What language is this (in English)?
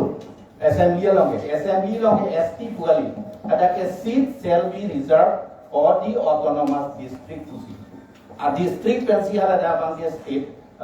Karbi